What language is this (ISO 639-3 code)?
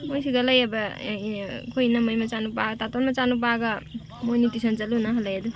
mni